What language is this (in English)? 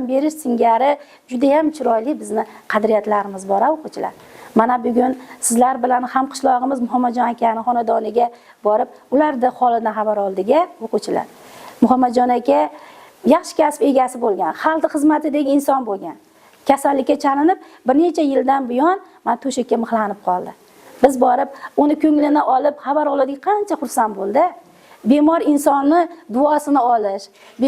Uzbek